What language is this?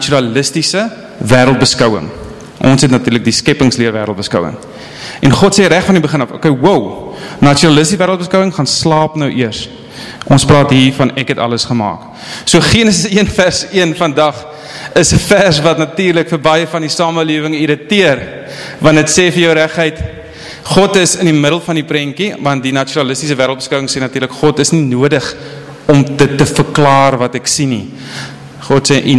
Afrikaans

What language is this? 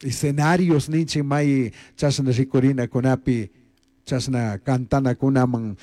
Chimborazo Highland Quichua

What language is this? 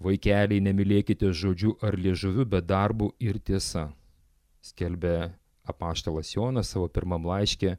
Lithuanian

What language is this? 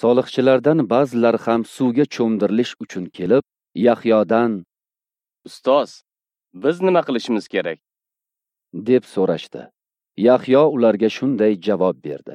Uzbek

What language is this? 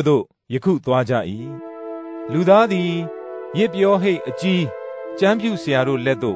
Burmese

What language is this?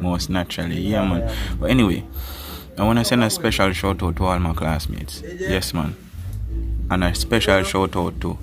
Jamaican Creole English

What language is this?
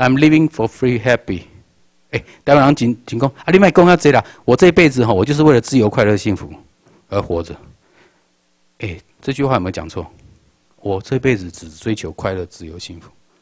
Chinese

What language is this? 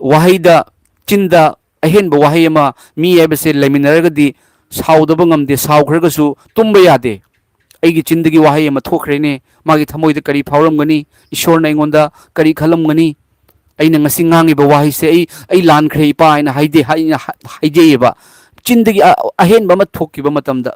Manipuri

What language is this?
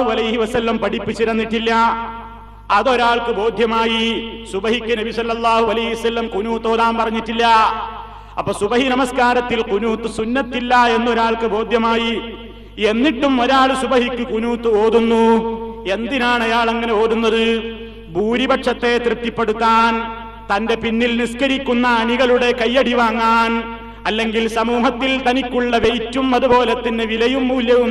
Malayalam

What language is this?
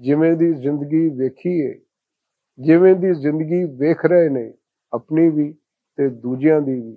Western Panjabi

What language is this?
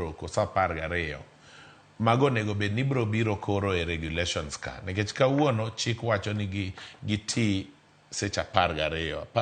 Luo (Kenya and Tanzania)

